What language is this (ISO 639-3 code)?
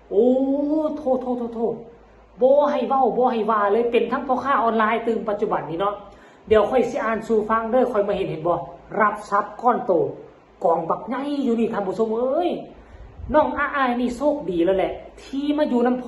tts